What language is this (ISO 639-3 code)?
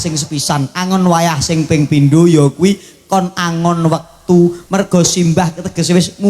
jav